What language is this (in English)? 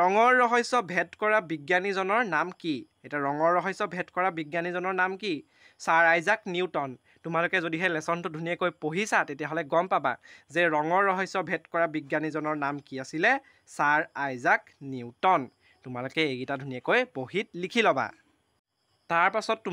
Assamese